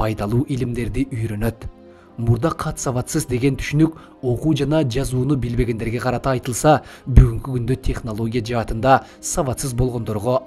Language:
Kyrgyz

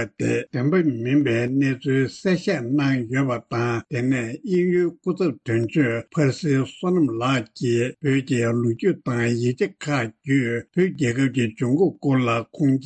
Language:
Tibetan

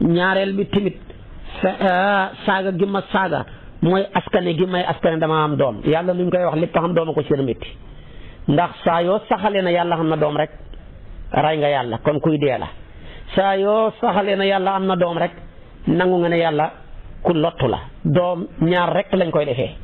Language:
Wolof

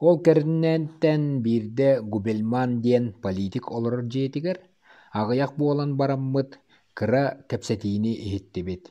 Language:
Yakut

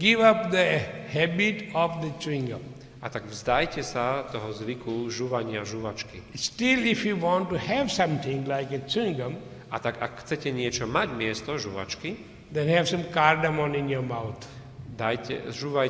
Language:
Slovak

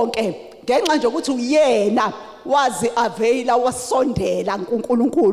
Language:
Zulu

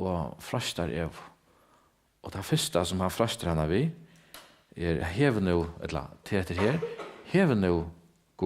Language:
Faroese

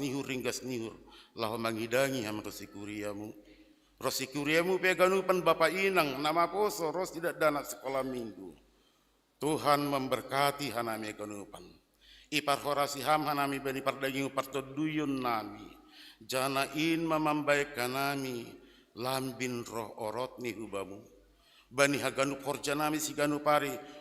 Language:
Batak Simalungun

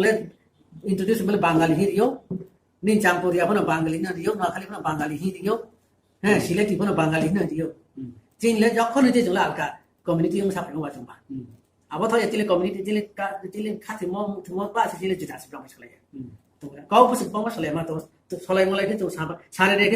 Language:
Riang (India)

